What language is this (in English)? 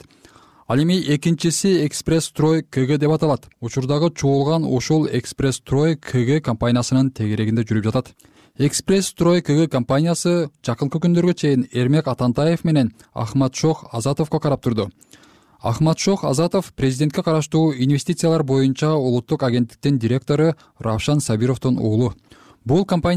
Kyrgyz